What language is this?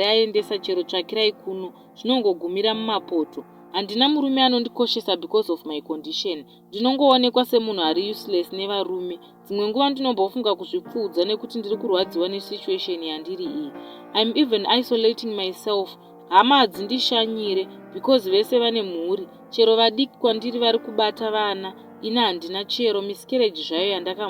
Shona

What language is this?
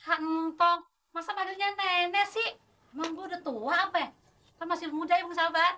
Betawi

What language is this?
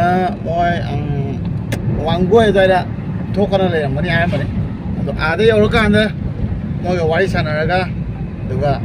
Manipuri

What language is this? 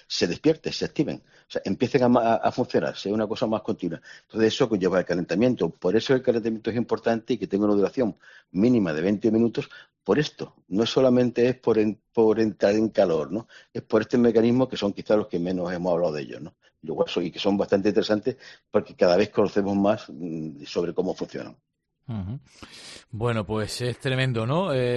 Spanish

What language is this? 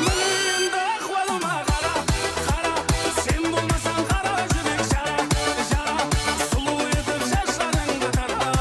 Kara-Kalpak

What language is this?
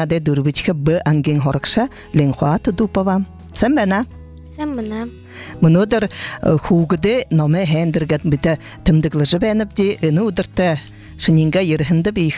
Buriat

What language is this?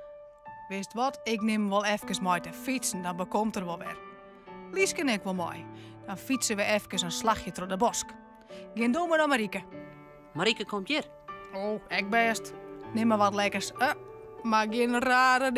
Western Frisian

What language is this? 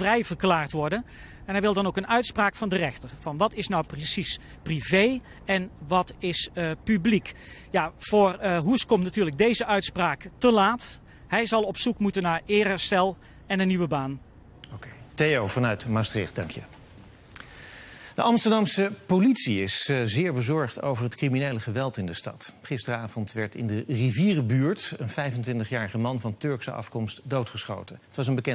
Dutch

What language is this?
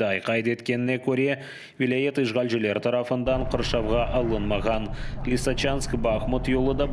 Crimean Tatar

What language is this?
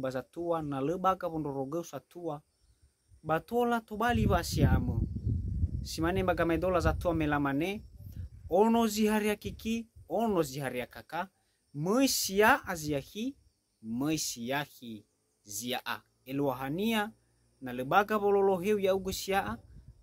Nias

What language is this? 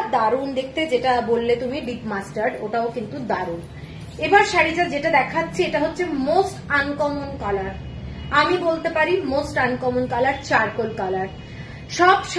Bangla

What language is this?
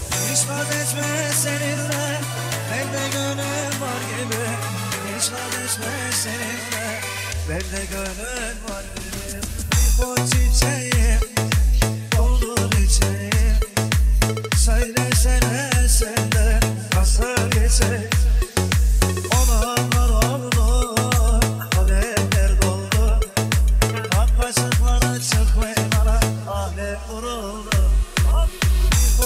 Turkish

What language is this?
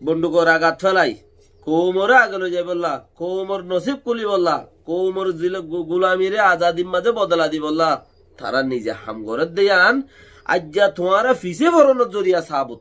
Rohingya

